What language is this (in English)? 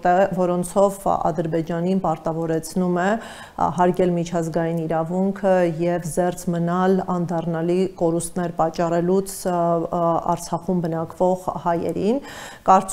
Armenian